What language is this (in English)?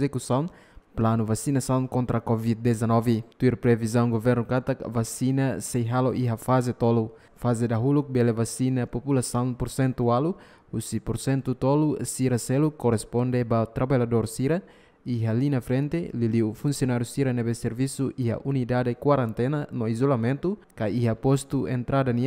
Tetum